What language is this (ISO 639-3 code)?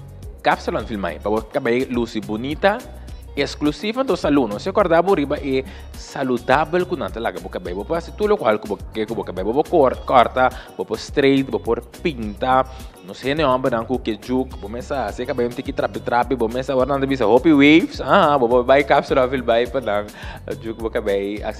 pap